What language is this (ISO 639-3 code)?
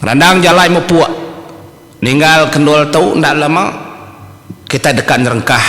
iba